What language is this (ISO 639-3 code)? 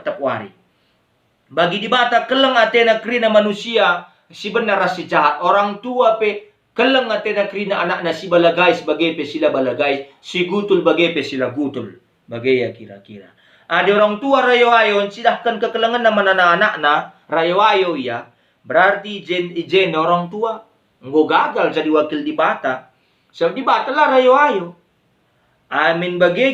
btx